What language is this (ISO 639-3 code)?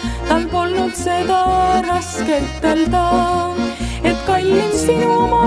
est